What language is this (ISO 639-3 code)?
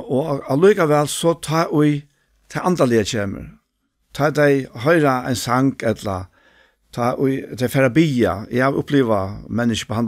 fao